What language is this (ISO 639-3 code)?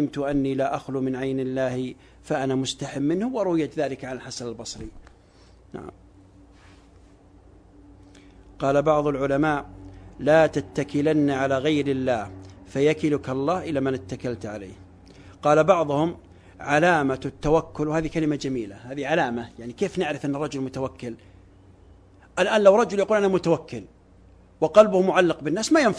ara